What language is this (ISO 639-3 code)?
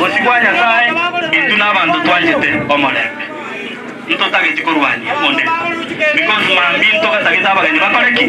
guz